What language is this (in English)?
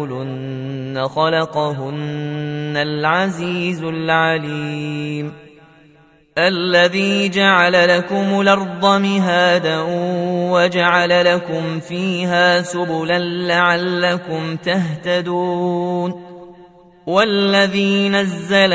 Arabic